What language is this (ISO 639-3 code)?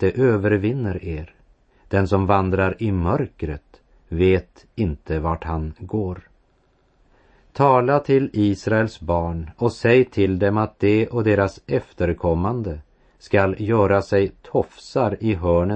swe